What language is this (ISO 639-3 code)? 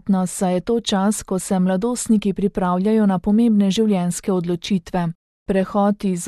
slv